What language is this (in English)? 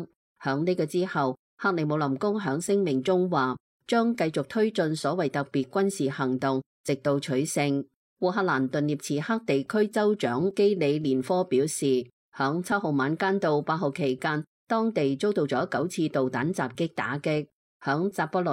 Cantonese